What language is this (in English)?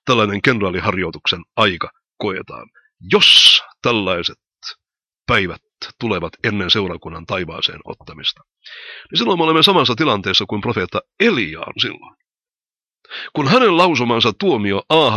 Finnish